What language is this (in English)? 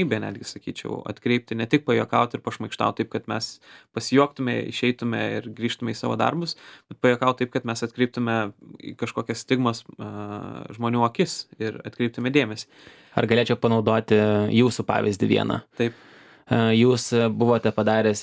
Lithuanian